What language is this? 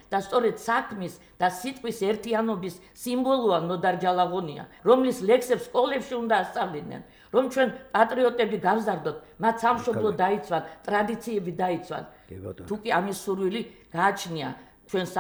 Georgian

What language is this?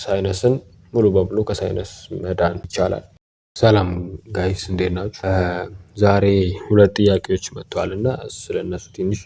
Amharic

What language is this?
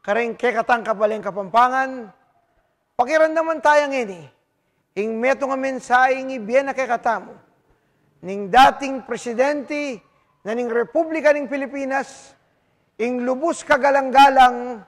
Pampanga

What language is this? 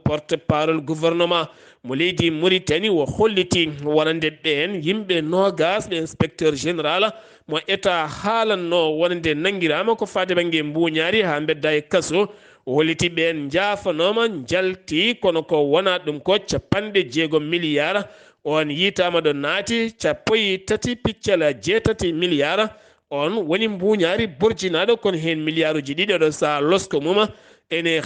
Fula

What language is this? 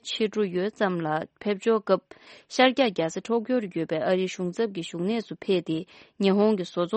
Tibetan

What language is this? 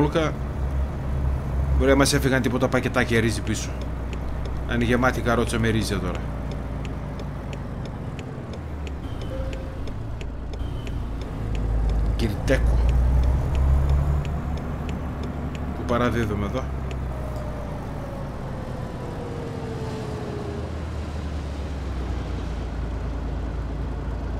Greek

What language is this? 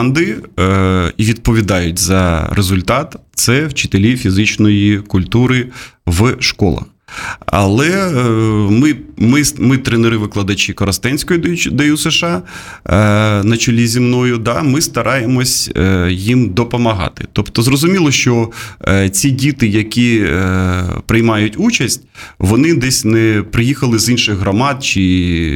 Ukrainian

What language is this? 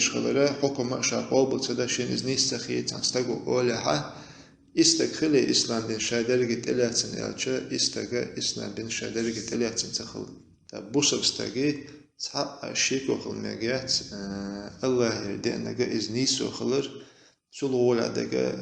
Chechen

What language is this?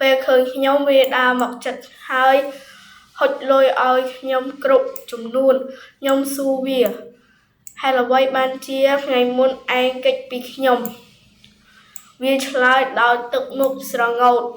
Khmer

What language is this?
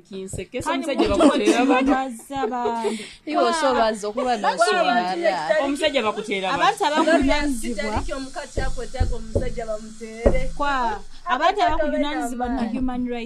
Nyoro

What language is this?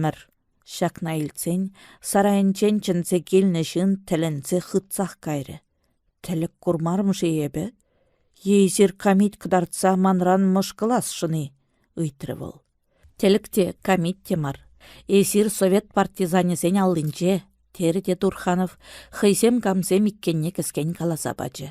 Chuvash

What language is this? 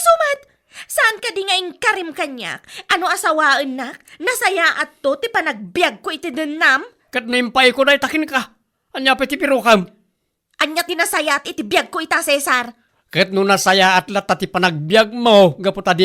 Iloko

